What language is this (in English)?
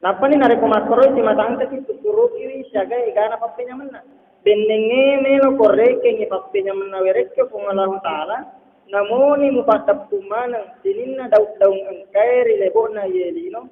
Buginese